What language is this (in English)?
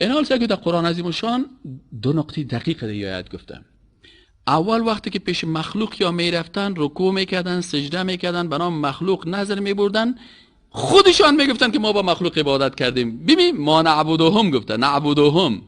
Persian